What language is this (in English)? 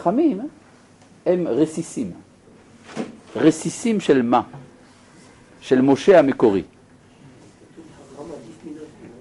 Hebrew